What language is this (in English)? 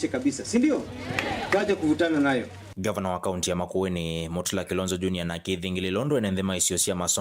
Kamba